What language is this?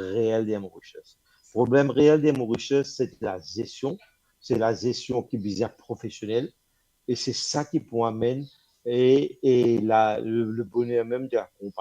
Morisyen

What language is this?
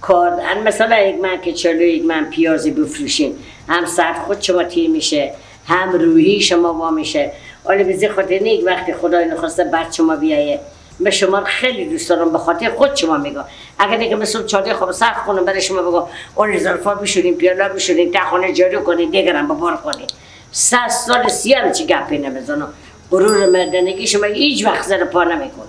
Persian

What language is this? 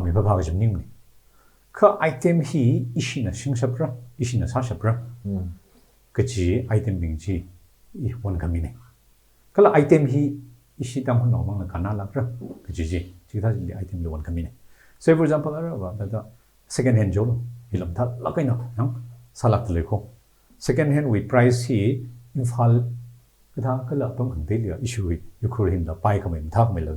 Tangkhul Naga (India)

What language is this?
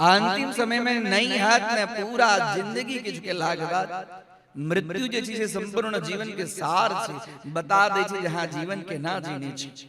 Maithili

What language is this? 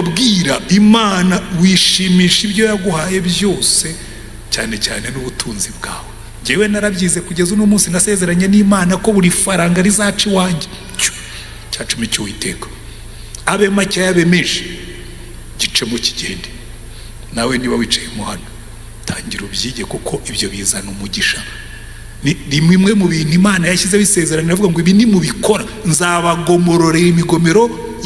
Kinyarwanda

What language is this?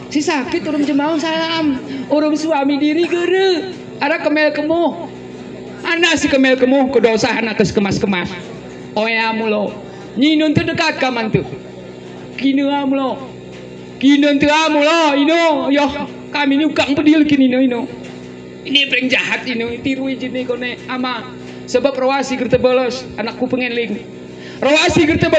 Gayo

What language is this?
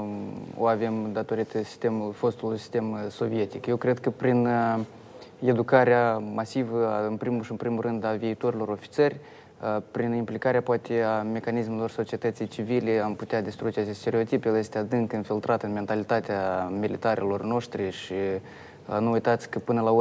Romanian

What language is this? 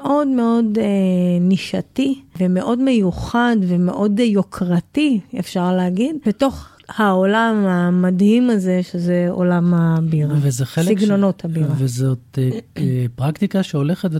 Hebrew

